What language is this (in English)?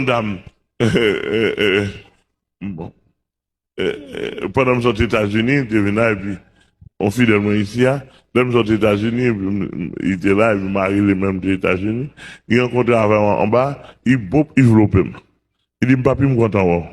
Haitian Creole